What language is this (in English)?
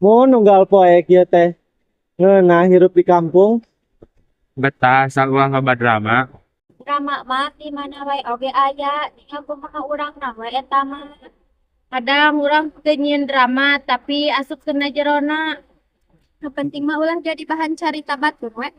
Sundanese